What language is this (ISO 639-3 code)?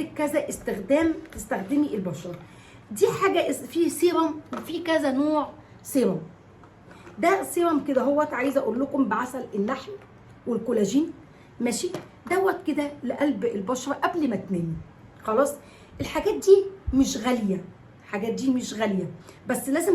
arz